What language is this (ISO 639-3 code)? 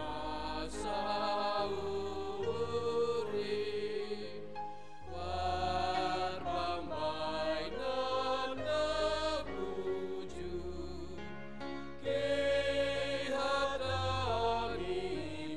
bts